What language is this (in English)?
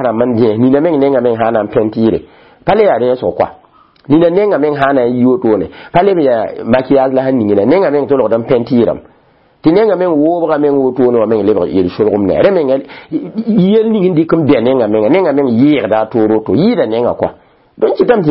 Mossi